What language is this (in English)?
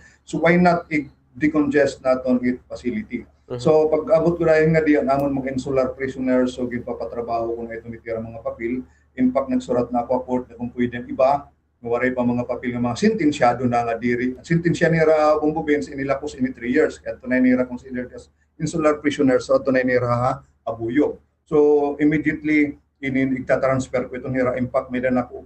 Waray